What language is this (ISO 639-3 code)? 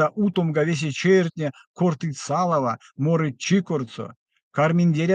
myv